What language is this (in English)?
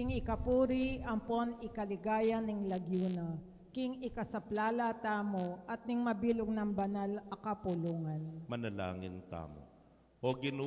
Pampanga